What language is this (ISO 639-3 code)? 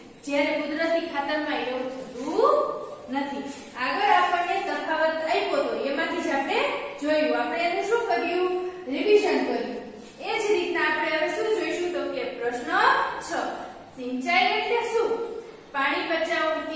guj